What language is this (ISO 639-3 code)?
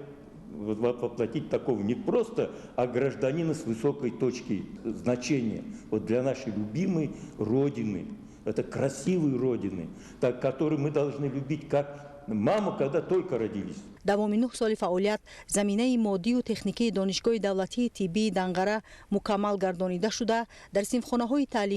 tgk